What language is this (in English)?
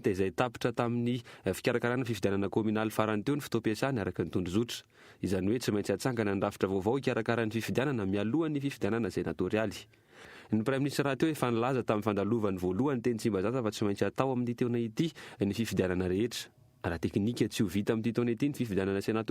Malagasy